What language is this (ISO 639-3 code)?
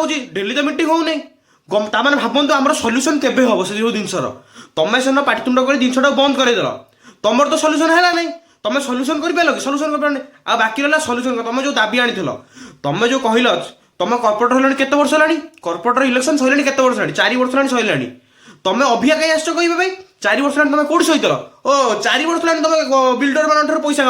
ori